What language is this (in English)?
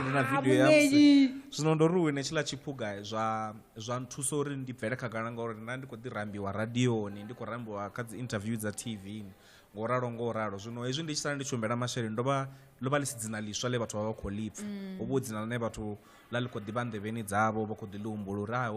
Venda